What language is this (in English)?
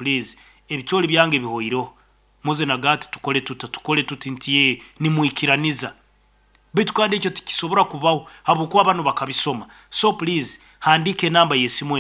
Nyankole